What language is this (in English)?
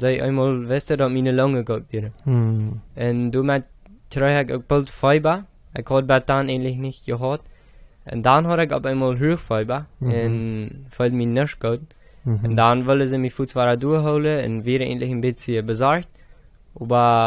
Plautdietsch